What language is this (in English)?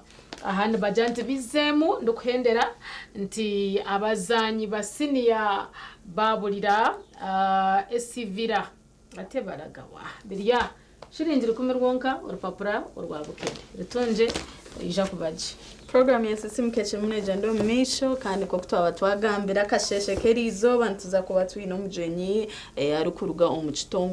Nyankole